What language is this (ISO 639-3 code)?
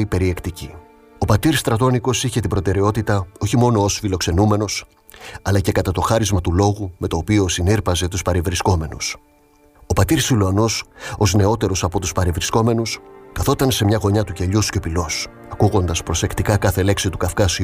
ell